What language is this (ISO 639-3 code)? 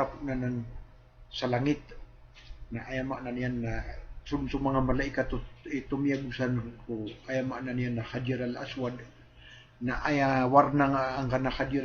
mrw